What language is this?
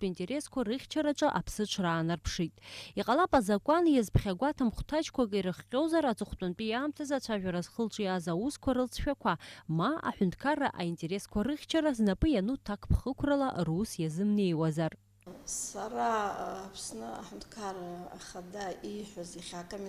Abkhazian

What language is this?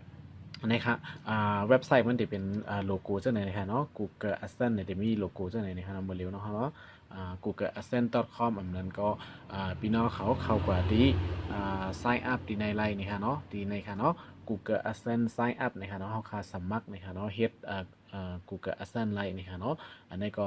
Shan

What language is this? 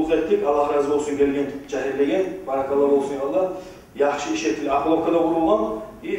Kumyk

